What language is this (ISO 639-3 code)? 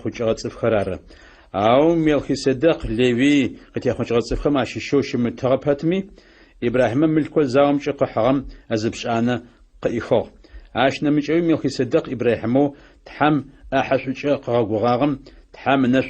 ady